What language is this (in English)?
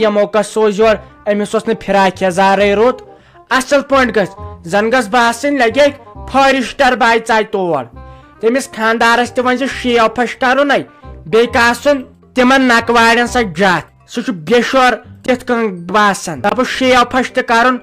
Kashmiri